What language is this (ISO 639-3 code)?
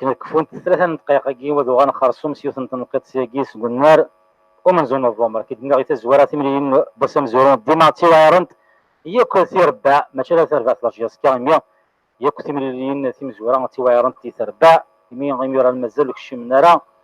kab